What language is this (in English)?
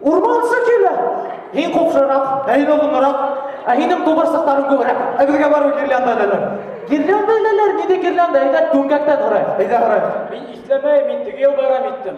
Bashkir